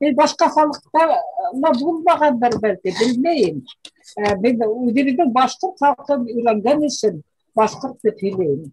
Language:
Bashkir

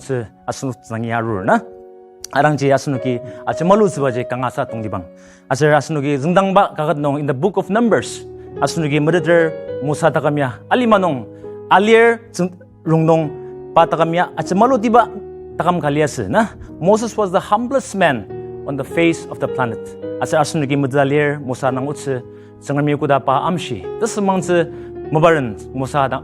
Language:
Ao Naga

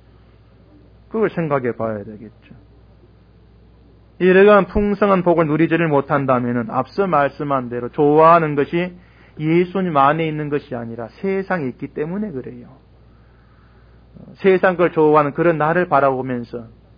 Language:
Korean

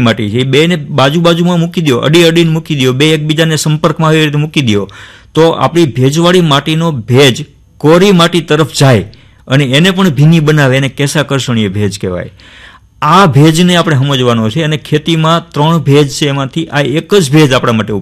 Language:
Gujarati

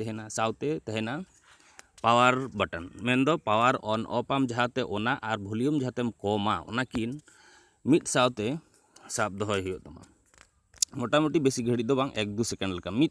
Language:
Santali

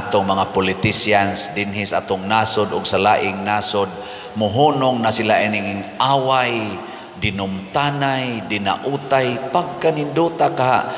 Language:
Cebuano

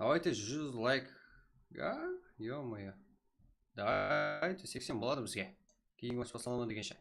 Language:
Kara-Kalpak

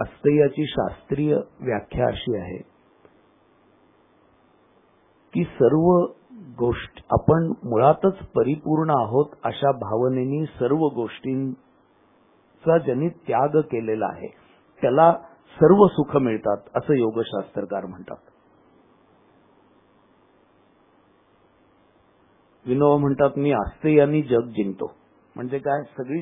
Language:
Marathi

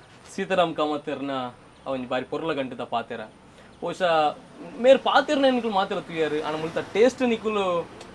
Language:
Tulu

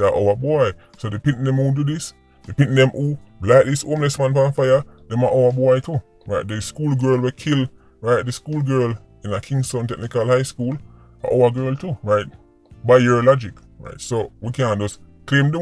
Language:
Jamaican Creole English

